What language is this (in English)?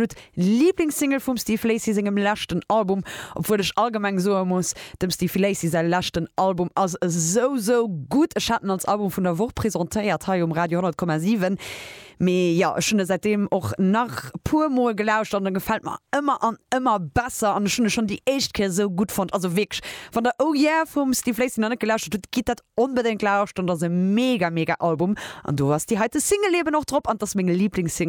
Luxembourgish